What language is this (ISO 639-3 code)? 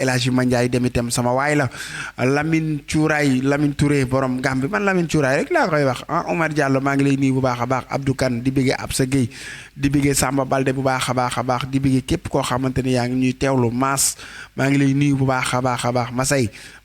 wol